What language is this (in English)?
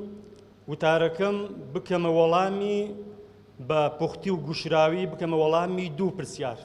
Central Kurdish